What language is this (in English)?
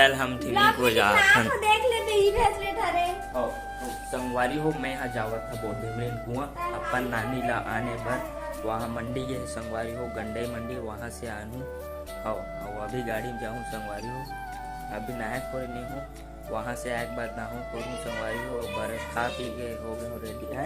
Chhattisgarhi